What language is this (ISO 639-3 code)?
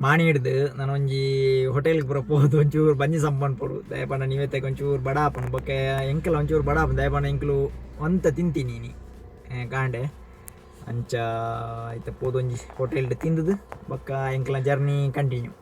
tcy